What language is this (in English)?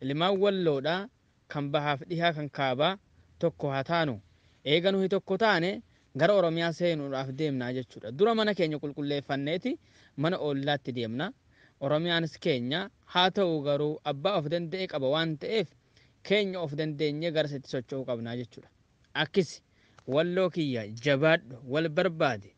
Oromo